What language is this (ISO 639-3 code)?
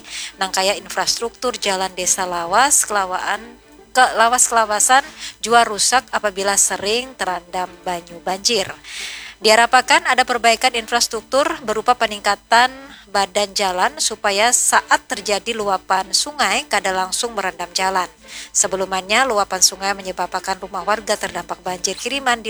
bjn